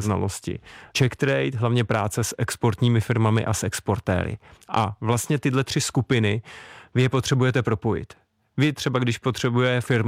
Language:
Czech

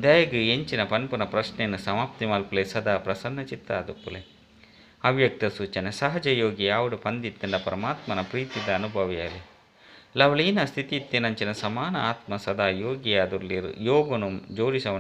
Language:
Tulu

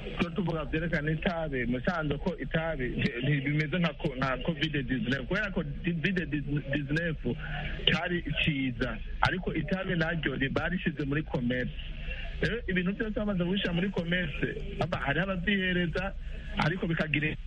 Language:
Kinyarwanda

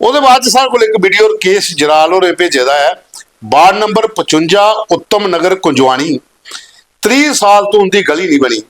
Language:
Dogri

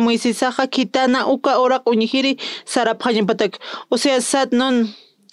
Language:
Aymara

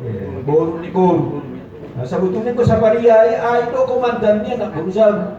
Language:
Batak Simalungun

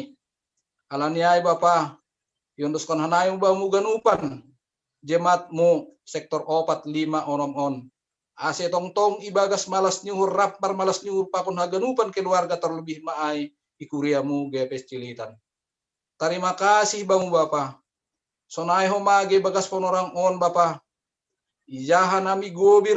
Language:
Batak Simalungun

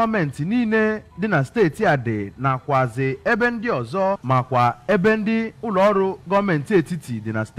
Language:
Igbo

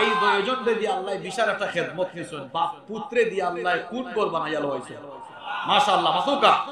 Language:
Sylheti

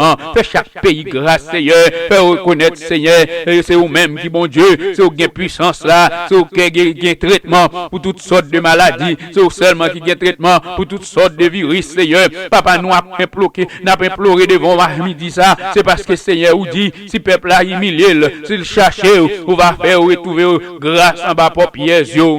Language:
Haitian Creole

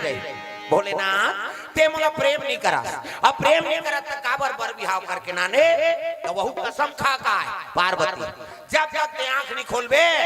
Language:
Chhattisgarhi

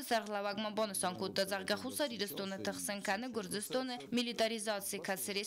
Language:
Ossetic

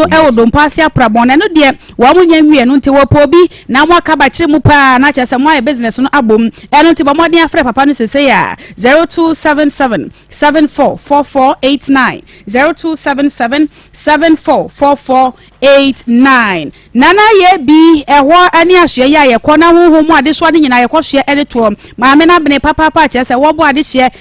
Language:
Akan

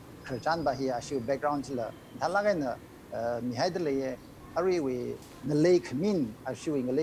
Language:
Tangkhul Naga (India)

